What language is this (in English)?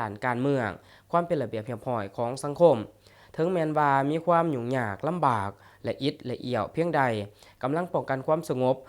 Lao